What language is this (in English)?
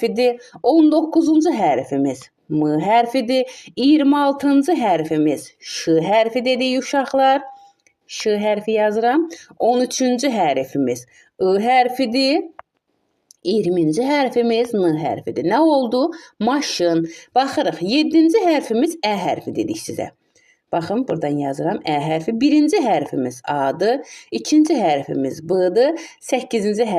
Azerbaijani